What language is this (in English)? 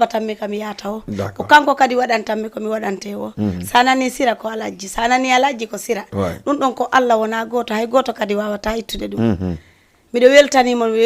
Fula